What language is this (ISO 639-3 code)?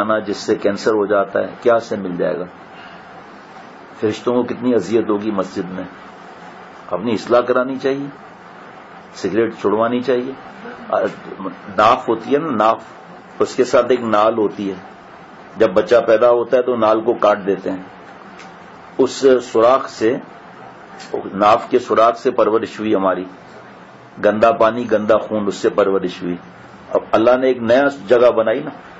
urd